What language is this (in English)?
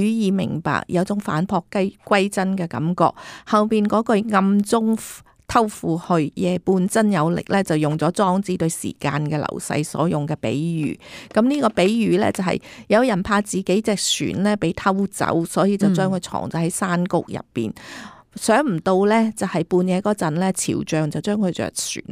Cantonese